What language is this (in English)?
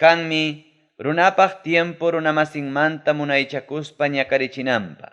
Ayacucho Quechua